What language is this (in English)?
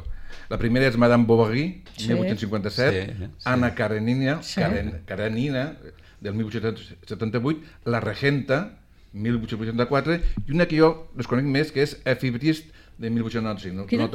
Catalan